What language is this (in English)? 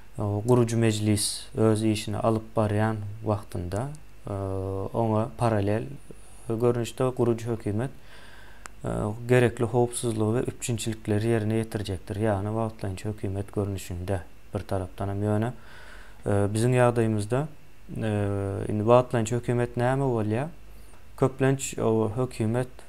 Turkmen